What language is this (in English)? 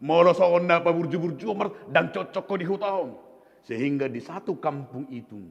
Batak Toba